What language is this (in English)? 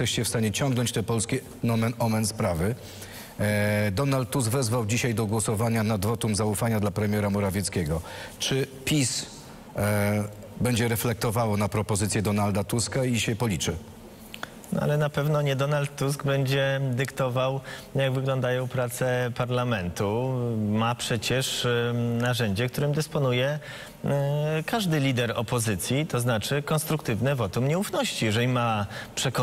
Polish